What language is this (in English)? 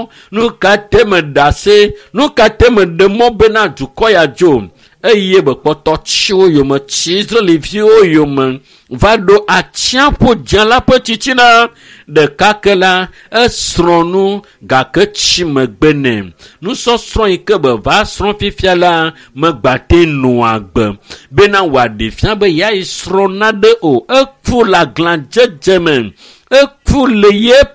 Ewe